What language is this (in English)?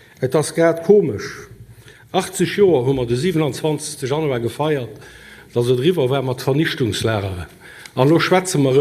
Luxembourgish